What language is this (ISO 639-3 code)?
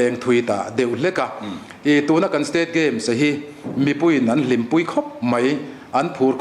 lus